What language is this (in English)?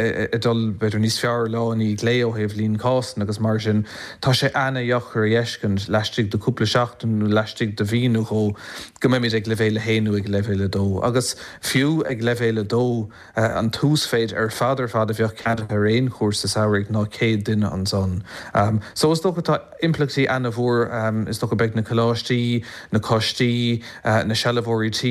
Irish